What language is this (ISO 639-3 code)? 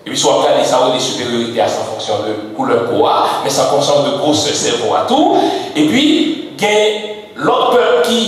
hat